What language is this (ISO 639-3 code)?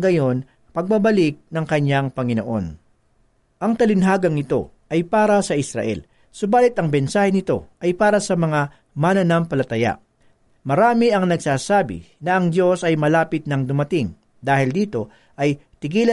fil